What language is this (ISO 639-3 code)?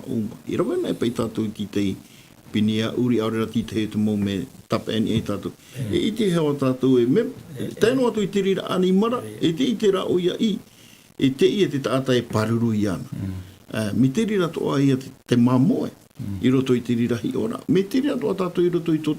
tah